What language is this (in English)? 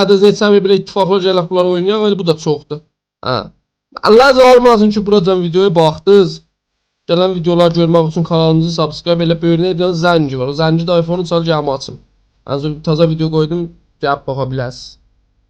South Azerbaijani